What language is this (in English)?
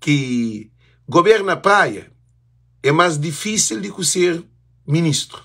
Kabuverdianu